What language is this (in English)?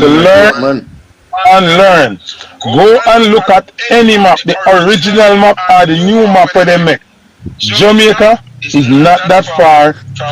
Jamaican Creole English